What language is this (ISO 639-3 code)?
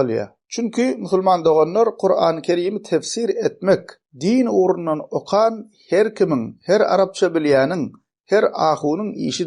tuk